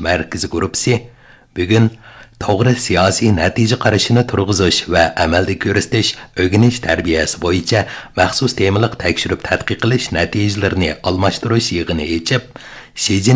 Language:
Uyghur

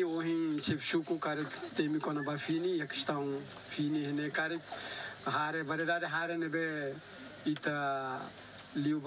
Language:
Tetum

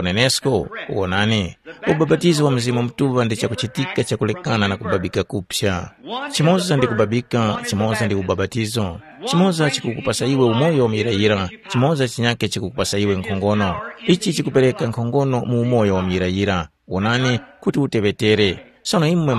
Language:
Tumbuka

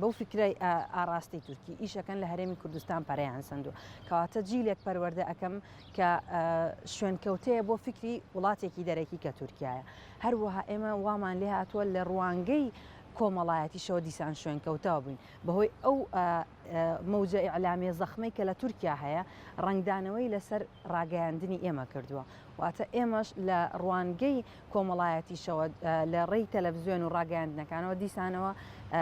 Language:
Central Kurdish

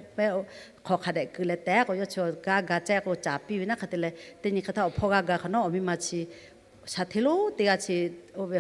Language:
Lahu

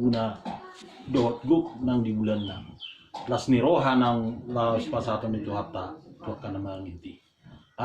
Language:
Batak Toba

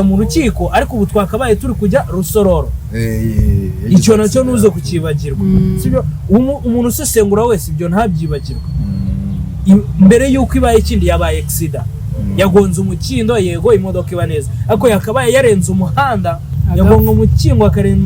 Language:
Kinyarwanda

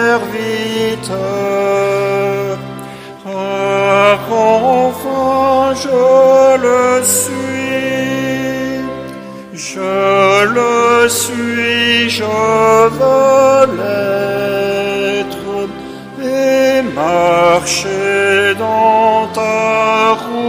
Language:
French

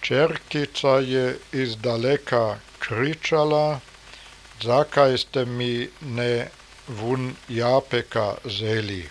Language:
Serbian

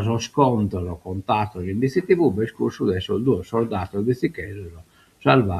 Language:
Sardinian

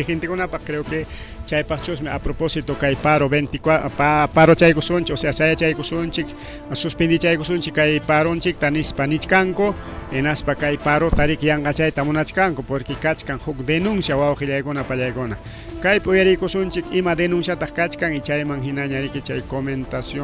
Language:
Ayacucho Quechua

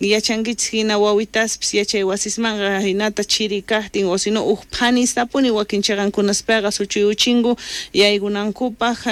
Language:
South Bolivian Quechua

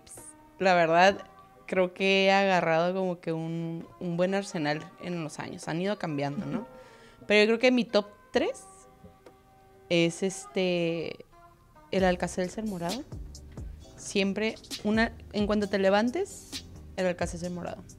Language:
Spanish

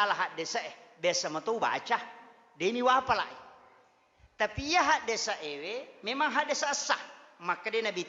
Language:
Buginese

